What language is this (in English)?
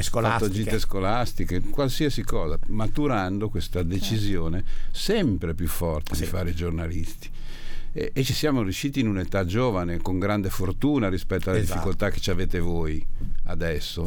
Italian